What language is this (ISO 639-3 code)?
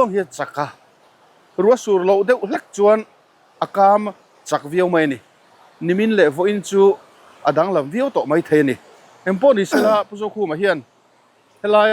lus